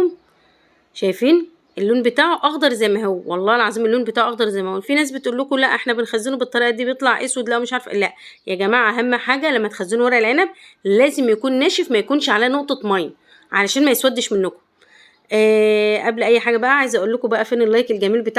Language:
Egyptian Arabic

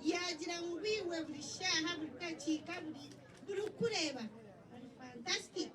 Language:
Nyankole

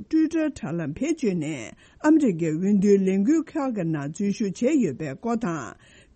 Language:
Tibetan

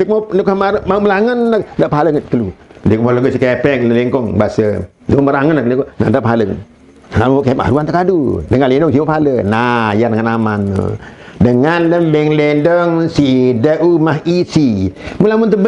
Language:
Sasak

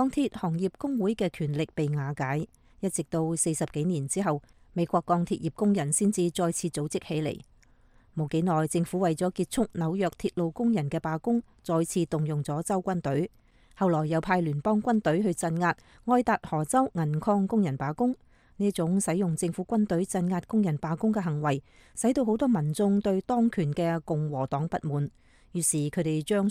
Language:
Cantonese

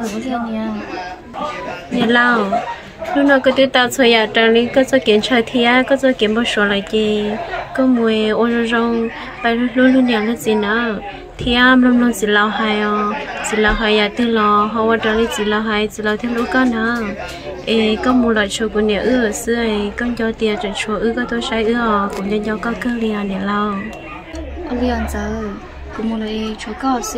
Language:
Vietnamese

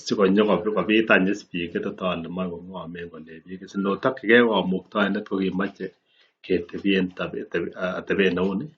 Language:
Kalenjin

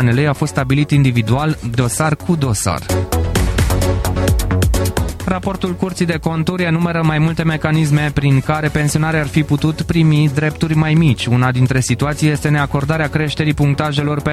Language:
Romanian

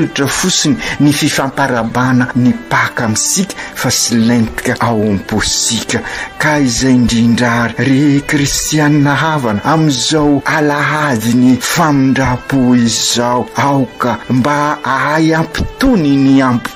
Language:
Malagasy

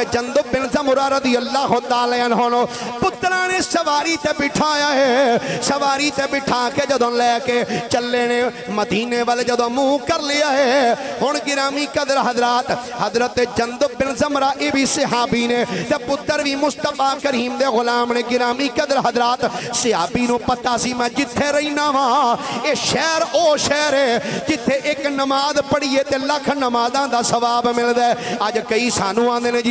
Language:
Western Panjabi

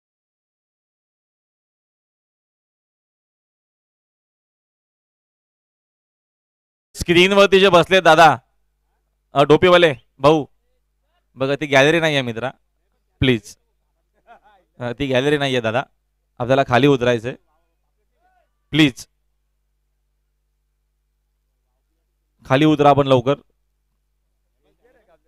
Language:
Marathi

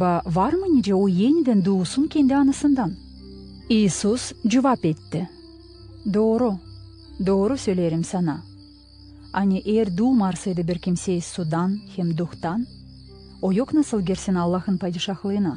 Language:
Gagauz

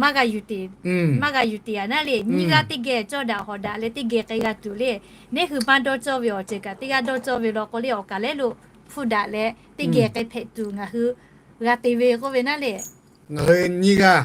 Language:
Lahu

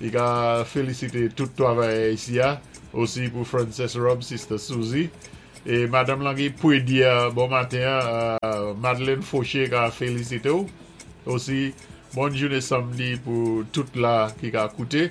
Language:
Saint Lucian Creole French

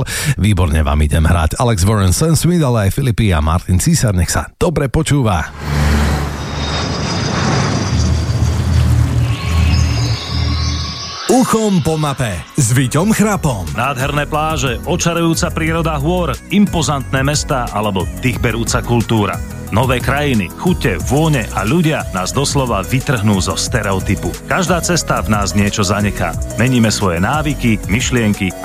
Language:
Slovak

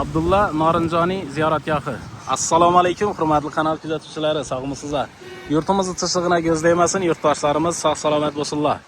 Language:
Uzbek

